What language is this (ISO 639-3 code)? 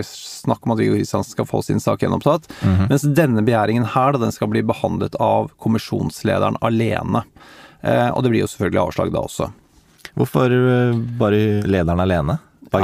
nor